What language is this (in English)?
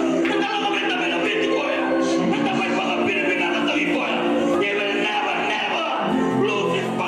Fijian